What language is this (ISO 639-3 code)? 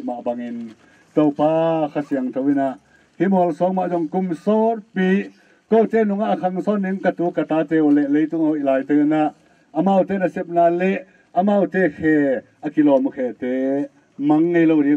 ctd